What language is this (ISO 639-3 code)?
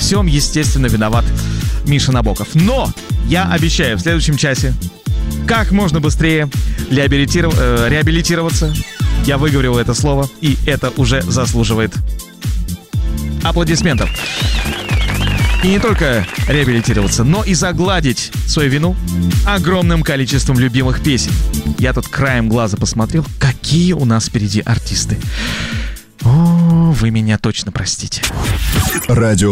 rus